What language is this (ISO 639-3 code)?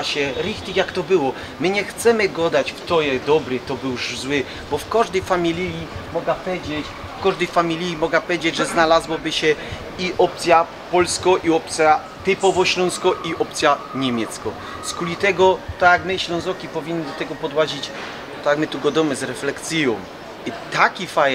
szl